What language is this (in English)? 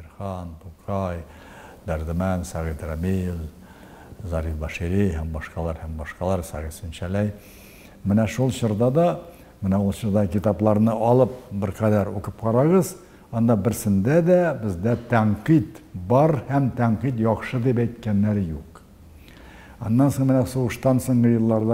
Tatar